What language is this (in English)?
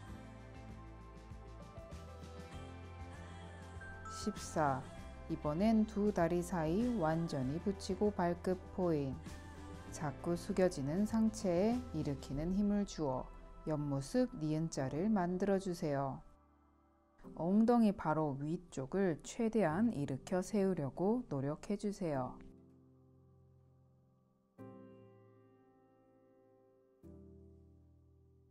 Korean